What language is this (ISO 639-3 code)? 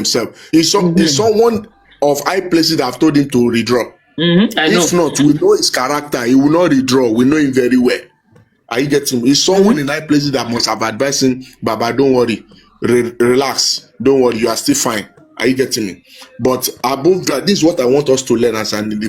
yor